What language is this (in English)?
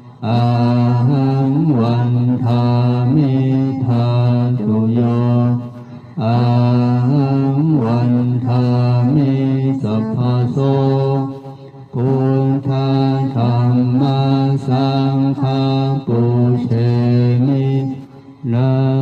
Pali